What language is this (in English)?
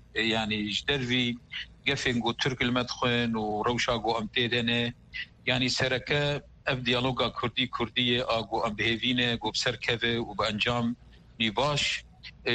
Kurdish